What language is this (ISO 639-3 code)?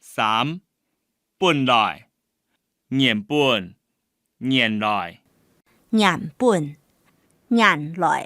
hak